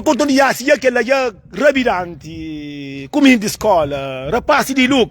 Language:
Kabuverdianu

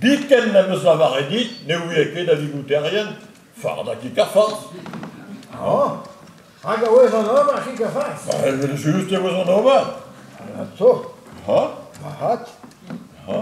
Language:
Breton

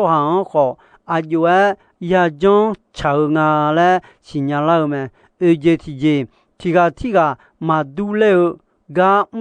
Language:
Akha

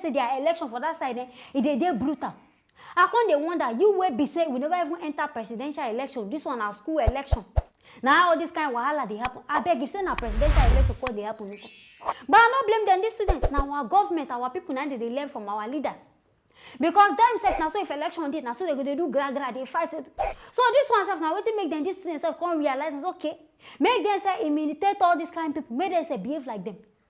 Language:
Nigerian Pidgin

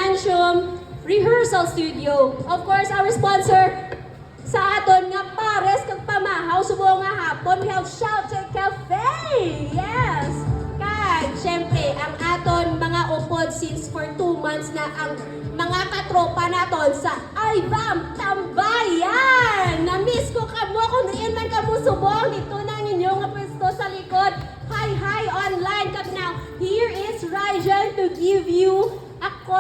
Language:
Hiligaynon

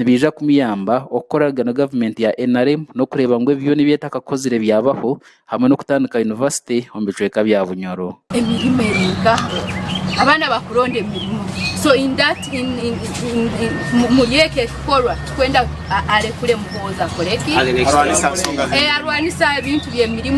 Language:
Nyankole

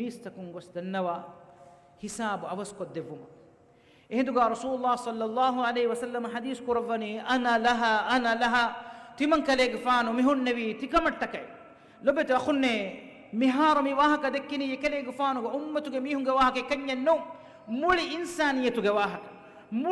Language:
Divehi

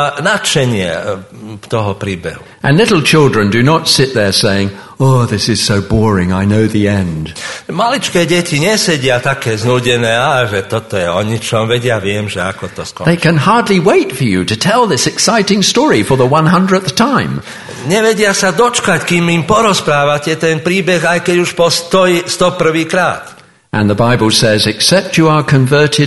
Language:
Slovak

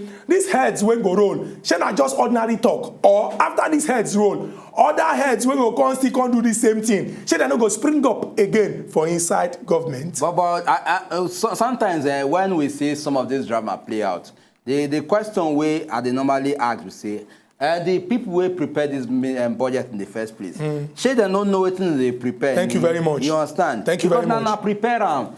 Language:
Nigerian Pidgin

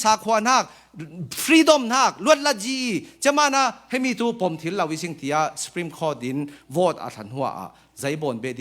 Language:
Falam Chin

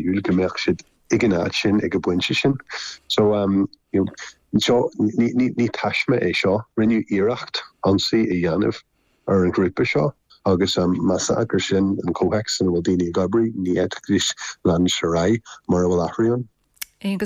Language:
Irish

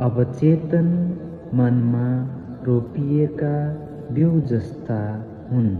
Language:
Nepali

